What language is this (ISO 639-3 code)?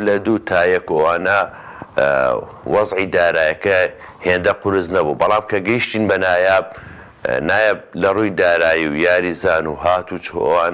ckb